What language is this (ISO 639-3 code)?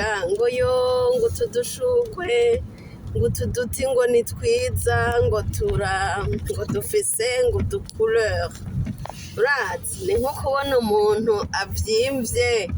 run